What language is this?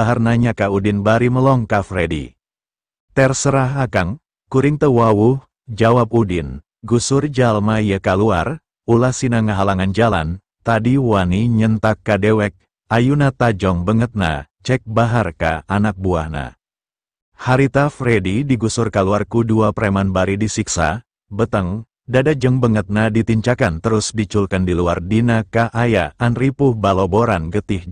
Sundanese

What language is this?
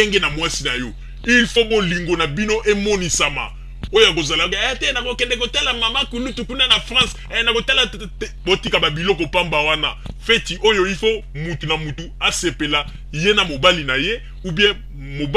Lingala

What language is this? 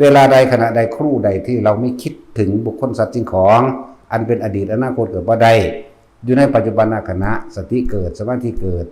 Lao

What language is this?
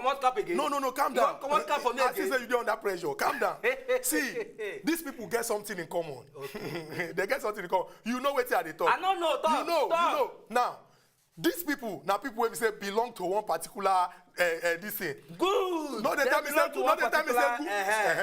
Nigerian Pidgin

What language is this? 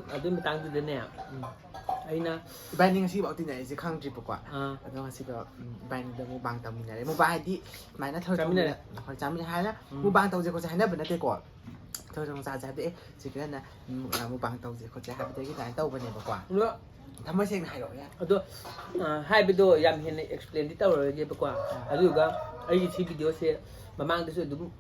Manipuri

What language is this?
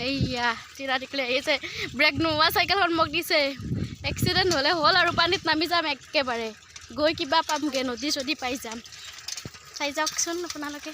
Assamese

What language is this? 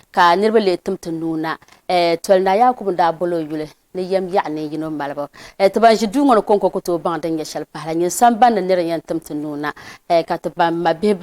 Dagbani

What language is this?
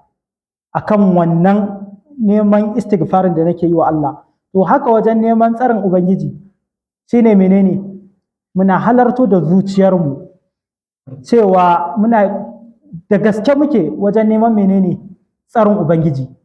Hausa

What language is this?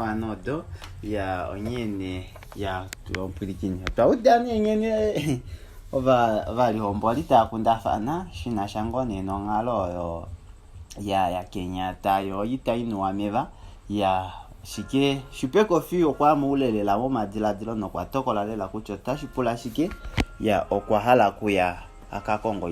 Kuanyama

